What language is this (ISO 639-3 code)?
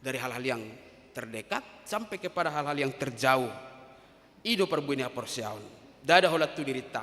bbc